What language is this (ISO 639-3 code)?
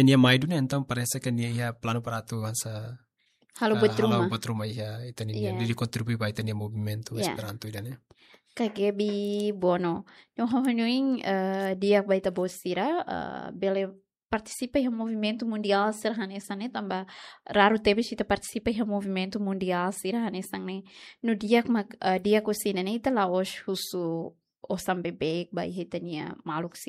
tet